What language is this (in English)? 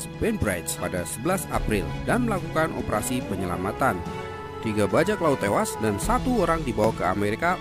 Indonesian